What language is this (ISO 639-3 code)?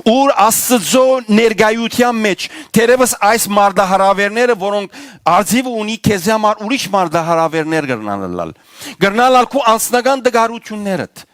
hyw